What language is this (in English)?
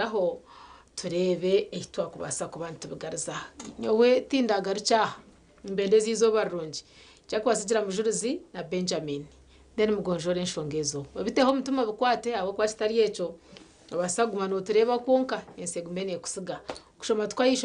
Nyankole